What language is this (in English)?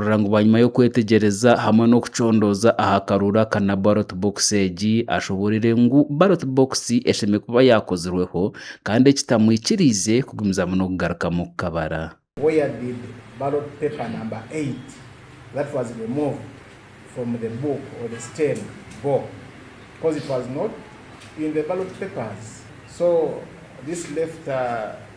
Nyankole